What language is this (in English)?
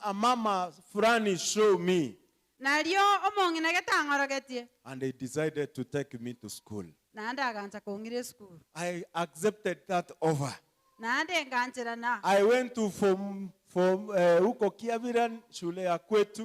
Gusii